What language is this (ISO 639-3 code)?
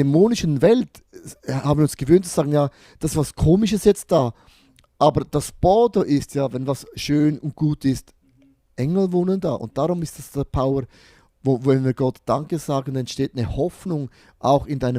gsw